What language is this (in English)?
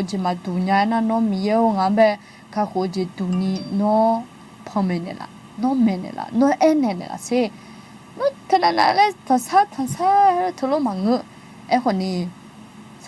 Akha